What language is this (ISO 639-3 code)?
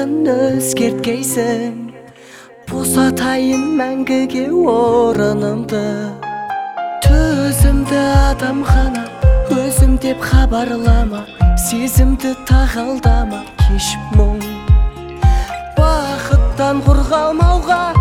kaz